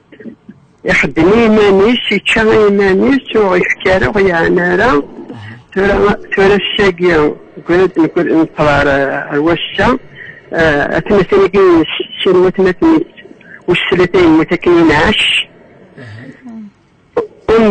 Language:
Kabyle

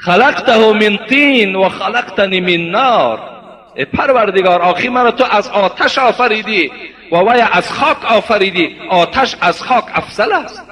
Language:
Tajik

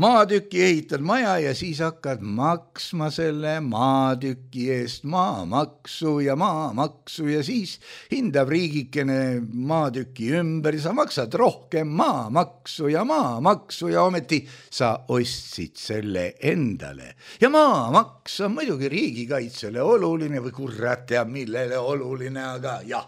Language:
Estonian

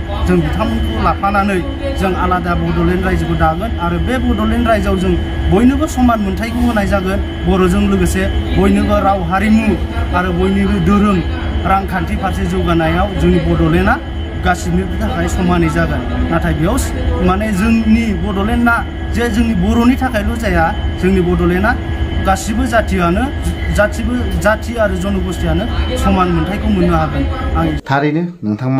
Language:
Bodo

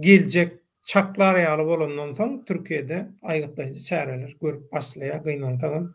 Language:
Turkmen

